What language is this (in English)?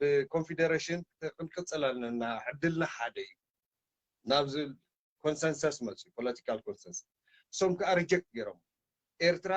Tigrinya